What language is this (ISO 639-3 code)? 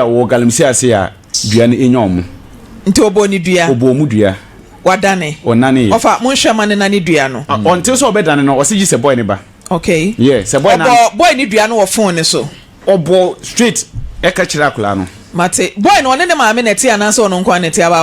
aka